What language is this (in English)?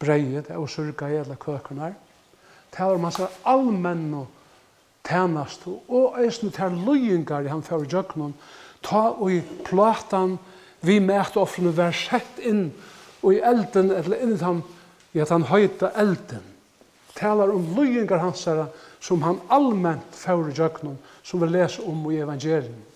Faroese